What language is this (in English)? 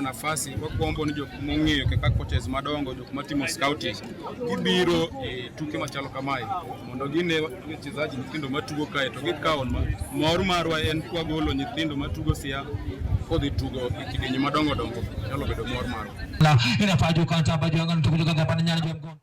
Luo (Kenya and Tanzania)